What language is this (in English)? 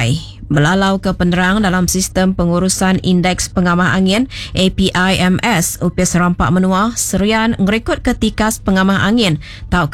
Iban